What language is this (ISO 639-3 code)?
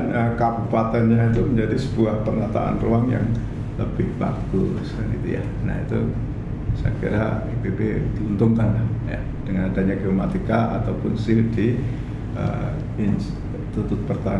ind